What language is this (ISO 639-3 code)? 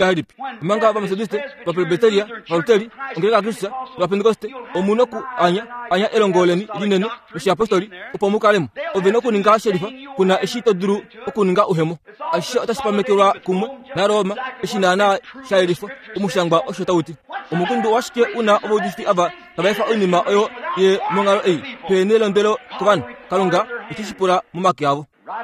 kua